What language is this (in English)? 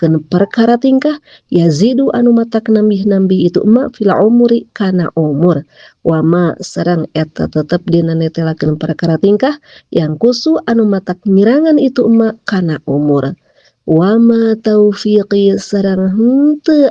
Sundanese